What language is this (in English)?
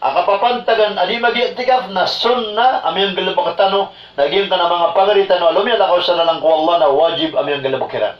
Maranao